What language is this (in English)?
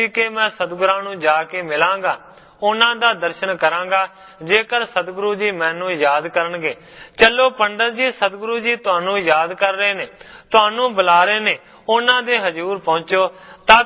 Punjabi